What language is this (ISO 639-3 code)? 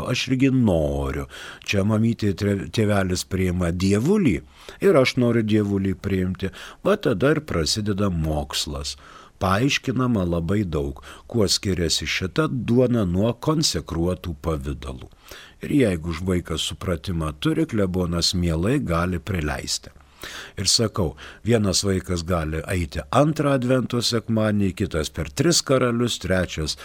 lit